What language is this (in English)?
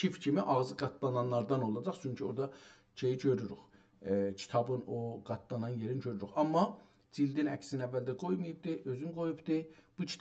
South Azerbaijani